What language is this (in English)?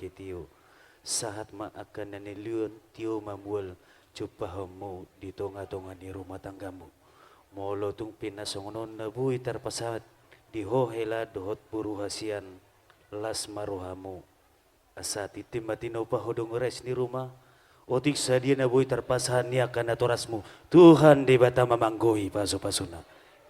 Batak Toba